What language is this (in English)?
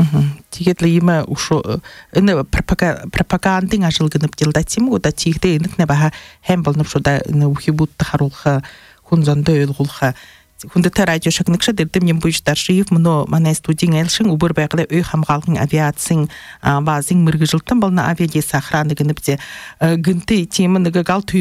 Buriat